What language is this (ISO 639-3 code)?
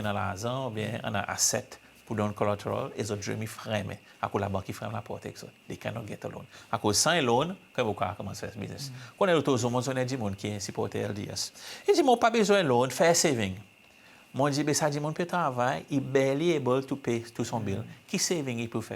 crs